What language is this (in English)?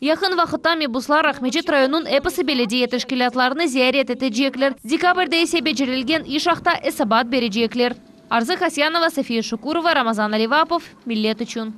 Crimean Tatar